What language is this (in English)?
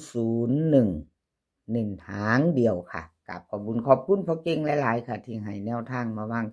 Northeastern Thai